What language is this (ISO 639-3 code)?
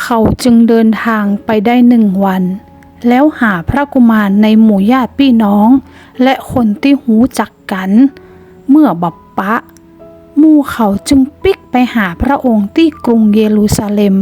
nod